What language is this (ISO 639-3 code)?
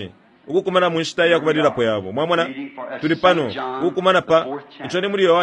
bem